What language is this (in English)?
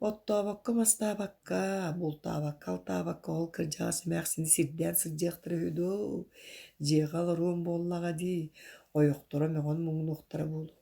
Yakut